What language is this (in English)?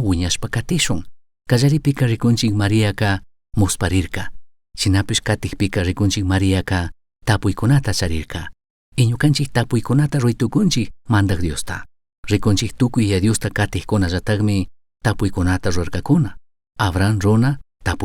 Chimborazo Highland Quichua